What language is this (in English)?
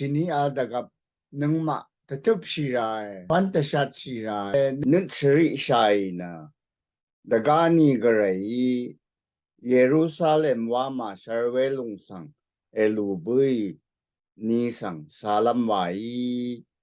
Rawang